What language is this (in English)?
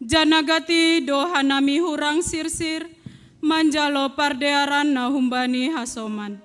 Batak Simalungun